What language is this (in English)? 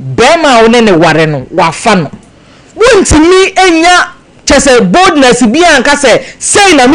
Akan